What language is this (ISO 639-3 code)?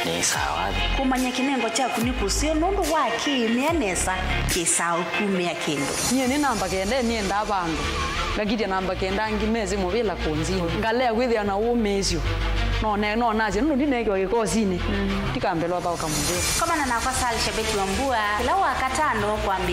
kam